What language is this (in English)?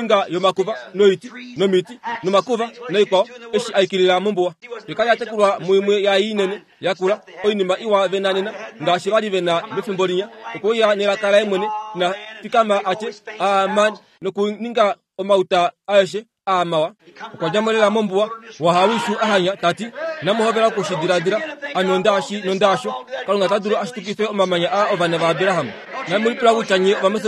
Kuanyama